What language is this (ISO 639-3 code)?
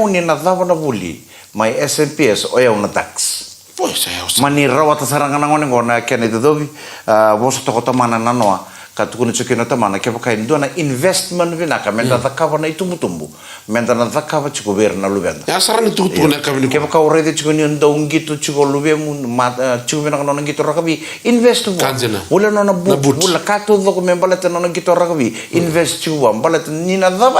fij